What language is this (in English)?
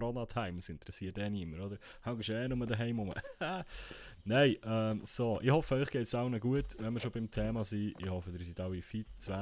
Swiss German